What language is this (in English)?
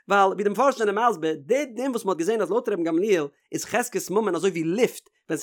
Yiddish